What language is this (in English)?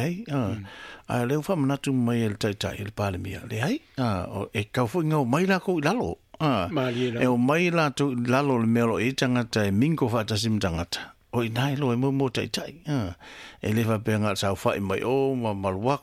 Samoan